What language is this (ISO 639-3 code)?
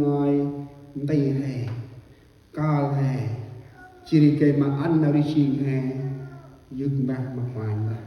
cmo